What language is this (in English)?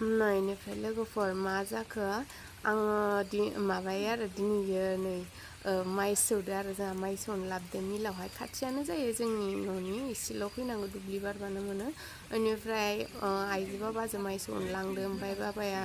Bodo